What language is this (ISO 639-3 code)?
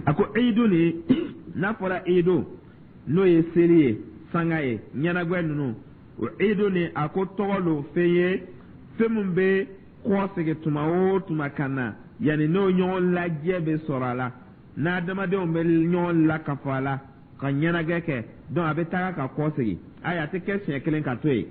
dyu